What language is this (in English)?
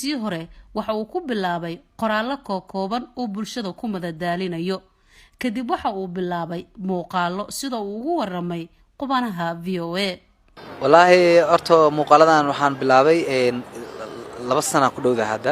Somali